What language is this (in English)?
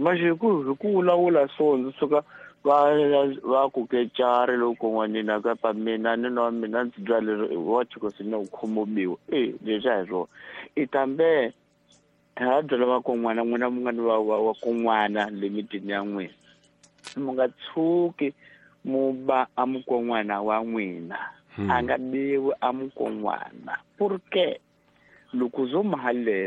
Tsonga